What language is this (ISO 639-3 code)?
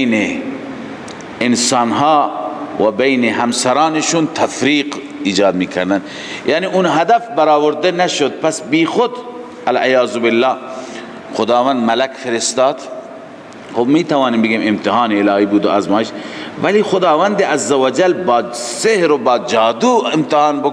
fas